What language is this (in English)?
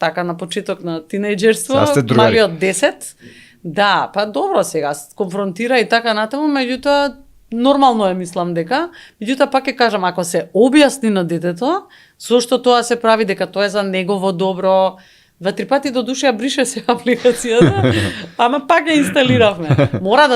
Macedonian